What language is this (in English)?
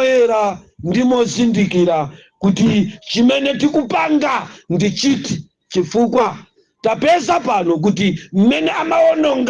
Nyanja